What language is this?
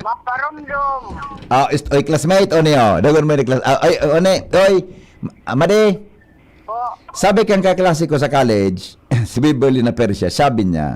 Bikol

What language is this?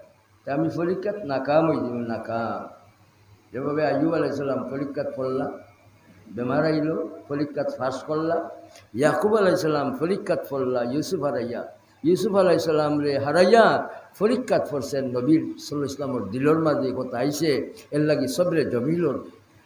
Sylheti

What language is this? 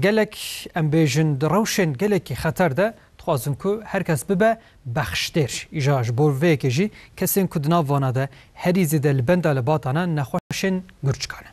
Kurdish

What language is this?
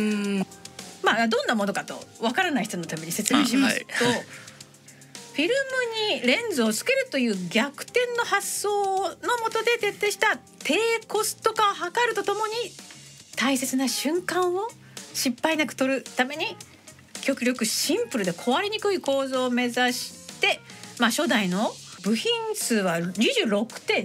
Japanese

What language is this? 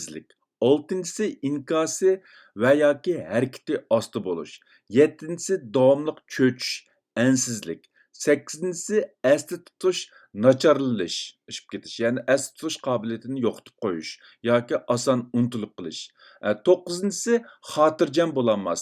Uyghur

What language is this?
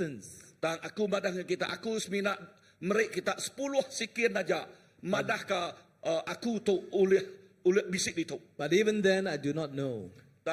Iban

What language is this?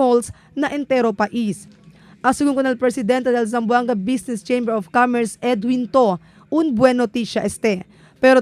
Chavacano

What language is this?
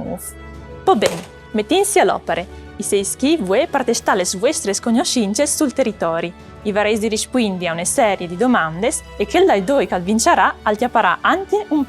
Friulian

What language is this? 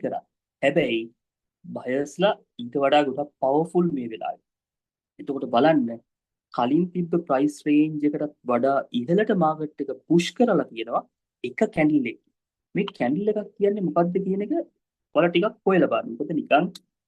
Sinhala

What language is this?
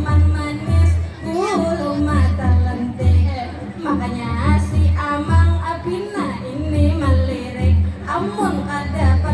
Banjar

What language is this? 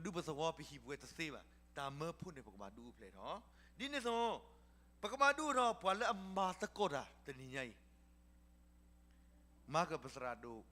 S'gaw Karen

